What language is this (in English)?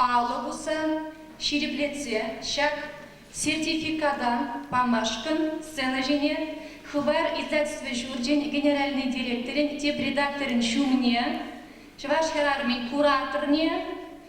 Chuvash